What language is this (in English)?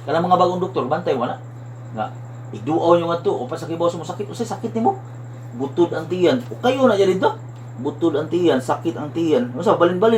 Cebuano